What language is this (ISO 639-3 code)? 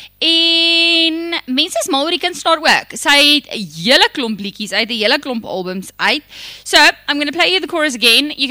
afr